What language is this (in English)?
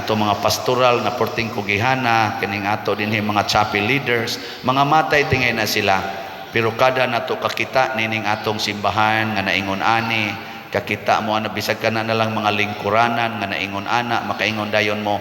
Cebuano